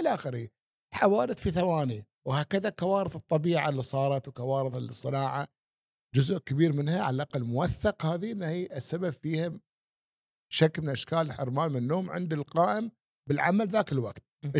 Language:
Gulf Arabic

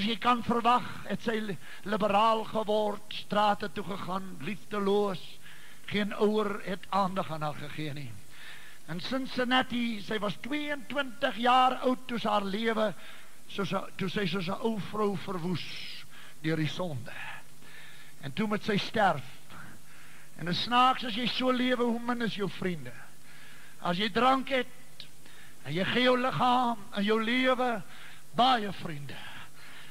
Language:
Afrikaans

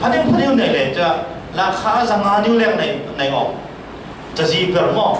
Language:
Falam Chin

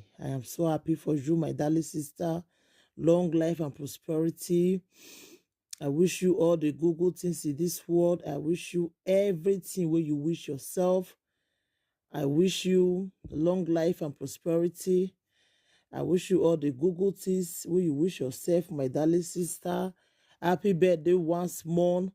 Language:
Nigerian Pidgin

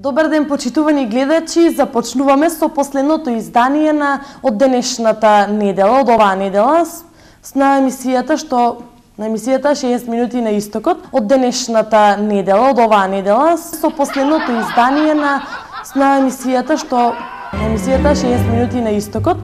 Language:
Macedonian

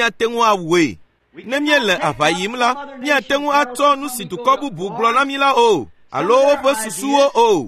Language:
Ewe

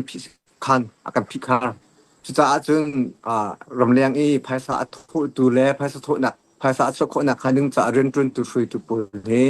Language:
Hakha Chin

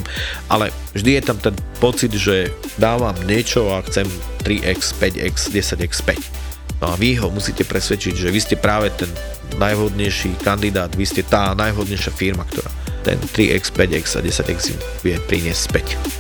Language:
Slovak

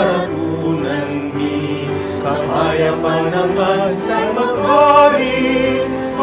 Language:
Pampanga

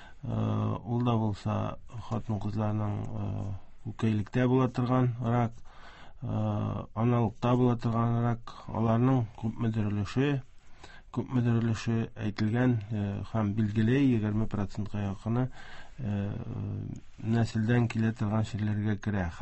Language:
Tatar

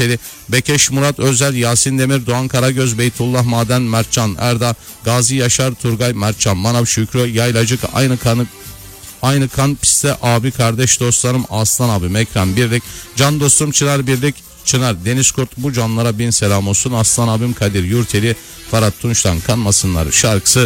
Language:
Turkish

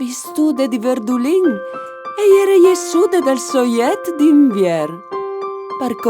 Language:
Friulian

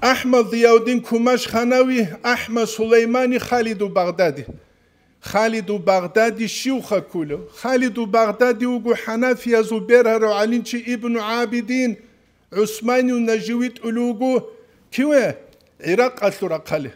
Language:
Avaric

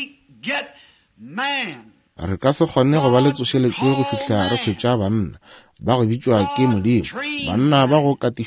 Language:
Northern Sotho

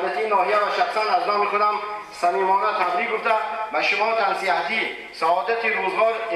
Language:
Tajik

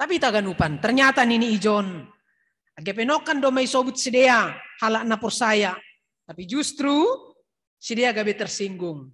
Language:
Batak Simalungun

